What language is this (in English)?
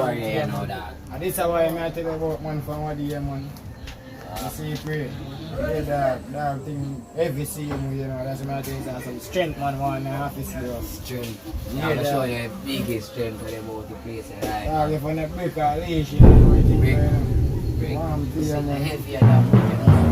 Jamaican Creole English